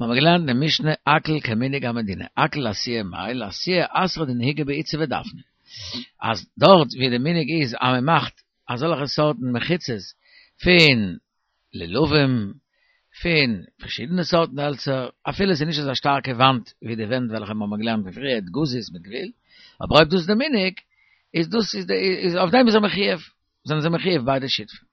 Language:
Yiddish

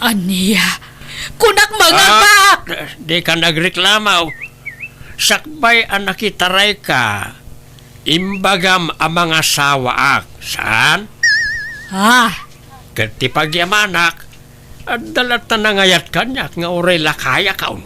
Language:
Iloko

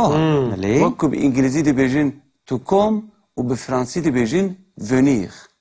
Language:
Kurdish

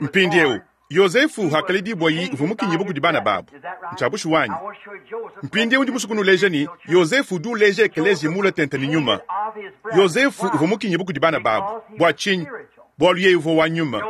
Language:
Luba-Lulua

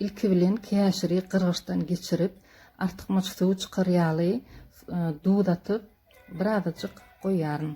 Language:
Turkmen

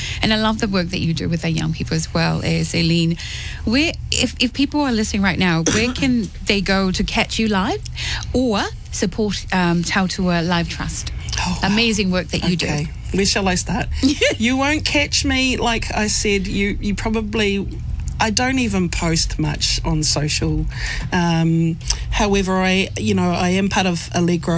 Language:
English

